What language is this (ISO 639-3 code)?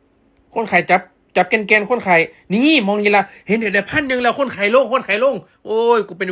lao